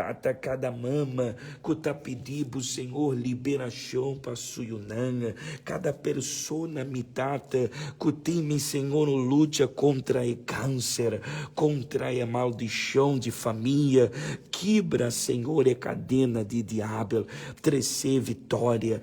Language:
Papiamento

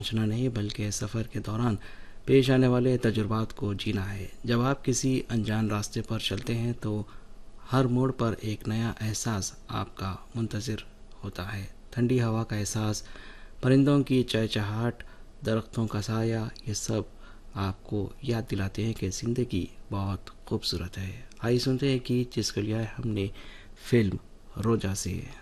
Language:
Hindi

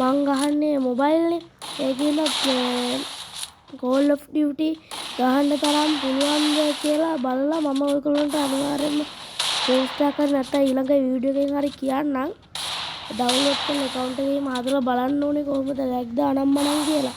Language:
Sinhala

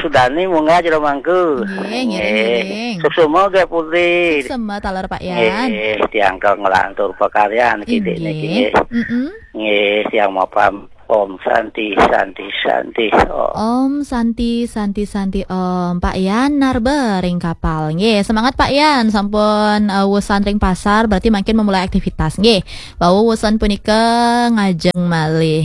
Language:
Balinese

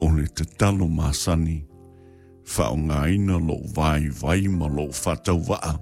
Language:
Samoan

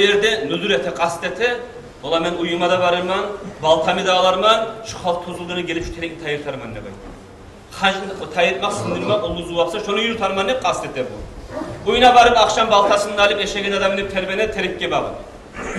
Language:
Kumyk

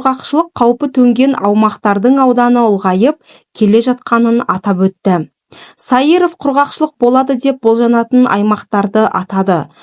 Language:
Kazakh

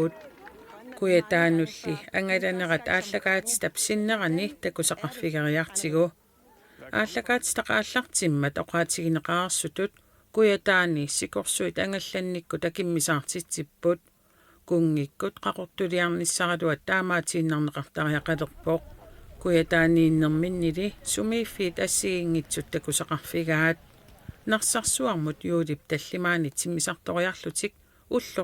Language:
Kalaallisut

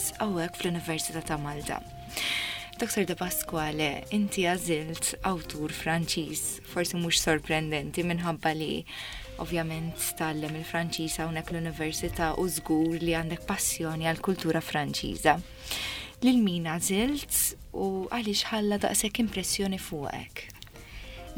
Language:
Maltese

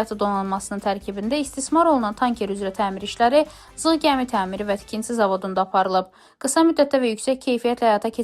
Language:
Azerbaijani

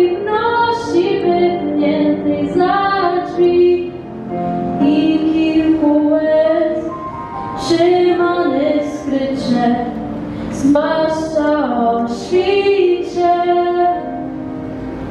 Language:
Polish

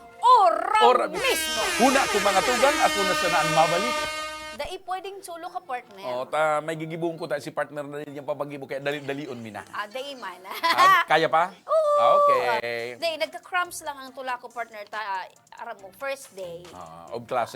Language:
Bikol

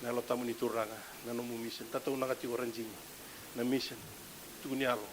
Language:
Fijian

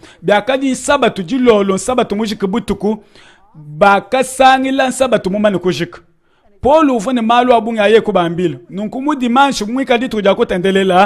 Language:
Luba-Lulua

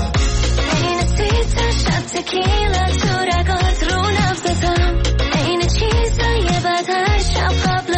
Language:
Persian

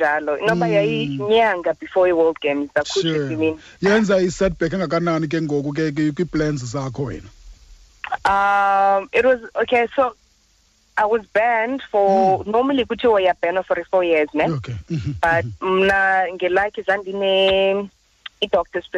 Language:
Xhosa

